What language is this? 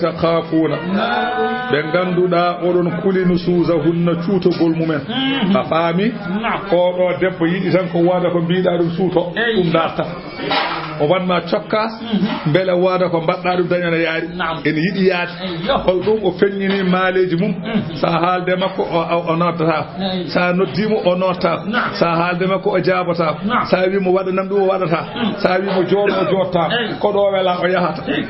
Fula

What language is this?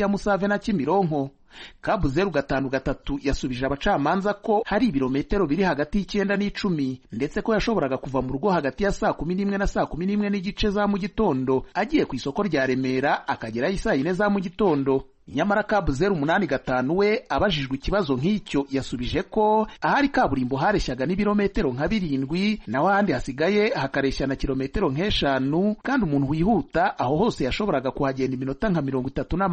Kinyarwanda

